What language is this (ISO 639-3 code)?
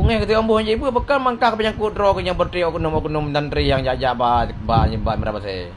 ace